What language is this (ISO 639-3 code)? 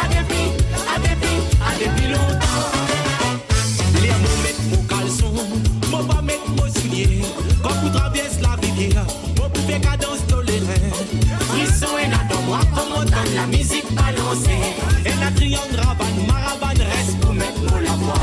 mfe